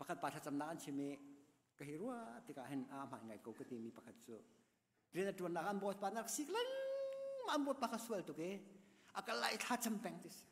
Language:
Hakha Chin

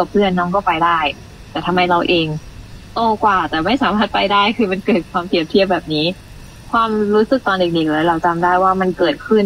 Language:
Thai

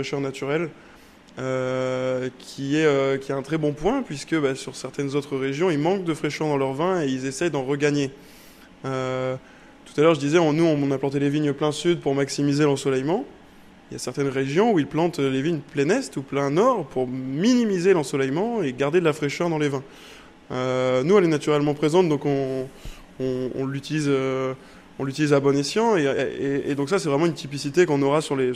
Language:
French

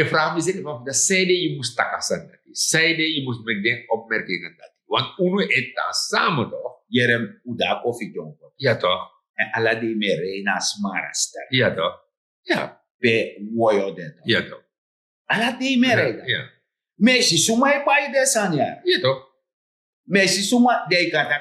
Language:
Sranan Tongo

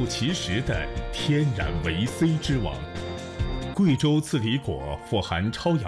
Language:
Chinese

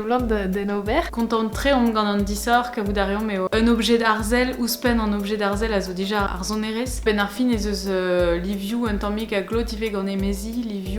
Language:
Breton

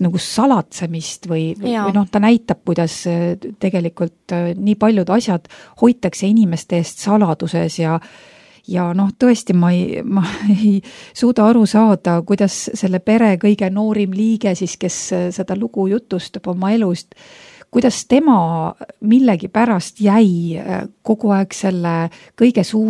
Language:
Estonian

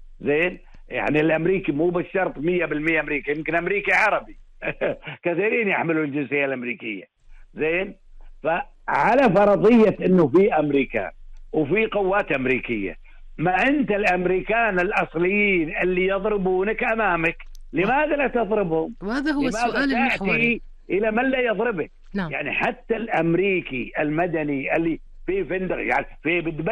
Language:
Gulf Arabic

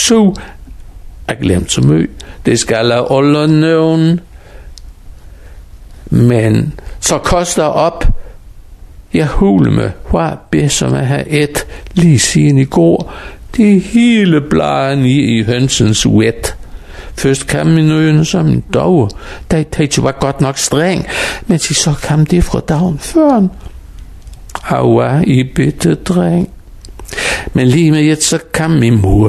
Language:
Danish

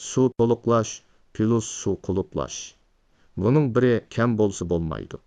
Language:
Uyghur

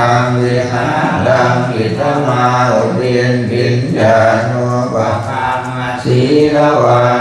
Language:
Pali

